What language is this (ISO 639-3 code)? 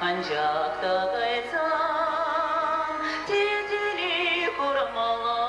chv